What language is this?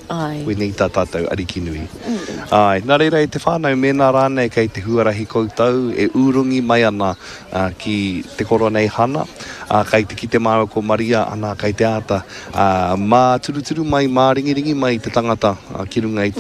Māori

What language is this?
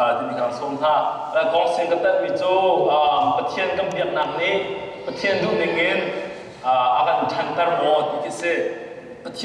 Hakha Chin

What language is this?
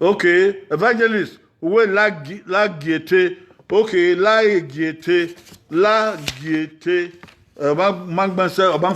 Bini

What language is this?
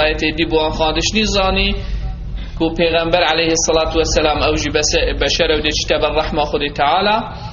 Kurdish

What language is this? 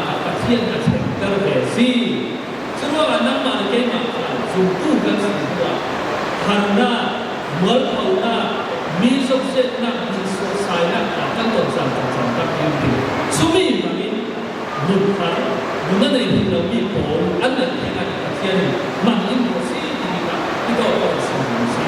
Falam Chin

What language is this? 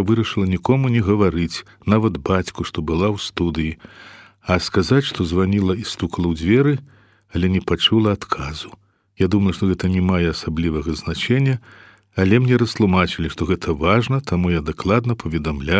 Belarusian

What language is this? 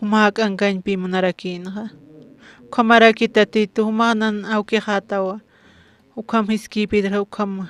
Aymara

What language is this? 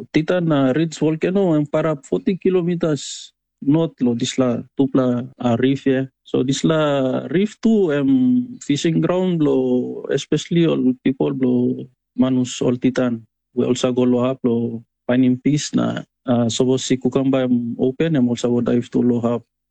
Tok Pisin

